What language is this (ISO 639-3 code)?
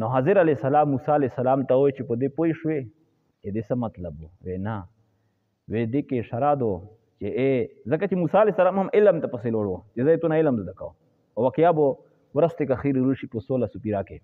pus